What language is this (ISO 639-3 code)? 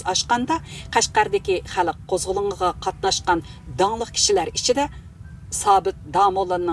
uig